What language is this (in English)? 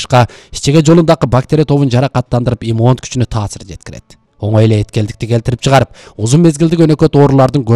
Kyrgyz